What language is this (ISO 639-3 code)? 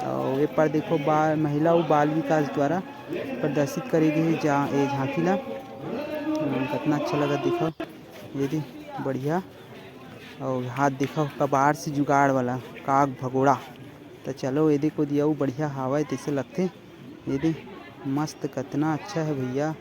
hne